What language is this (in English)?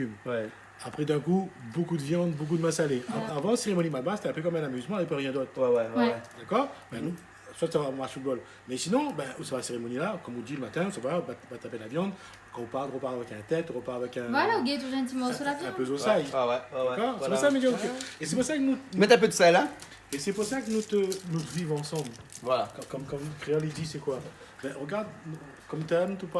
Réunion Creole French